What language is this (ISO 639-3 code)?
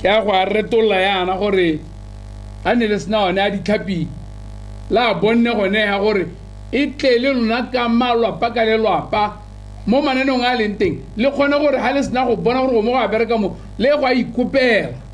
tsn